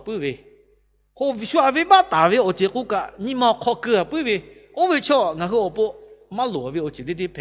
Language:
Lahu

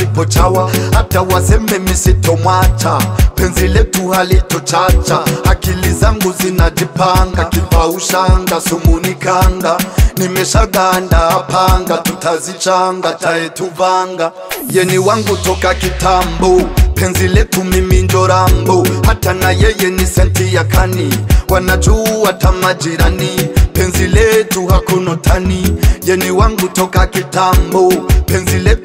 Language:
Swahili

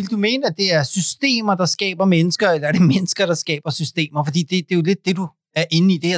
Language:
Danish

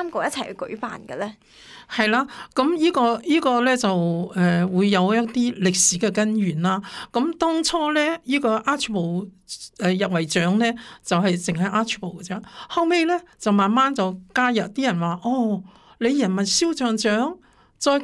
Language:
Cantonese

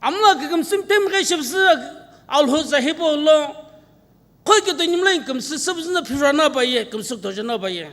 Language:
Sumi Naga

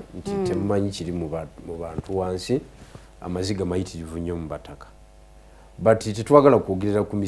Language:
Ganda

